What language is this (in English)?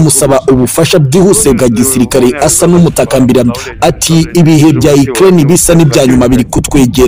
Kinyarwanda